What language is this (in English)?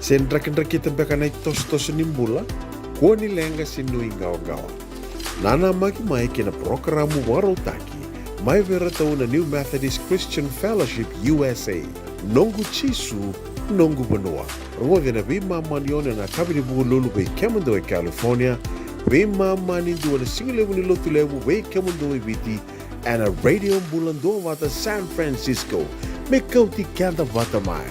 Fijian